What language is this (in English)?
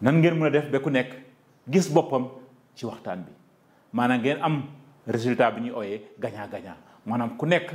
Wolof